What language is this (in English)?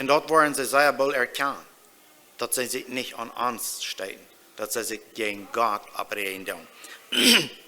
Plautdietsch